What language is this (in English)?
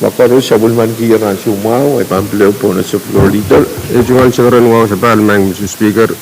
Pohnpeian